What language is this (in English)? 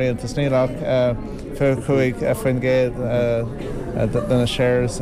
Irish